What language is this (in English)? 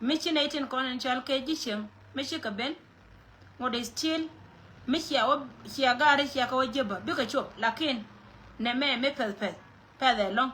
Nuer